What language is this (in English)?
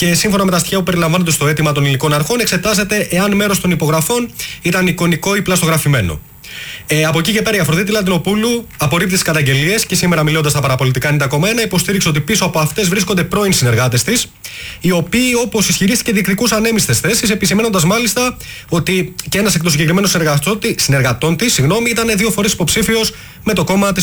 Greek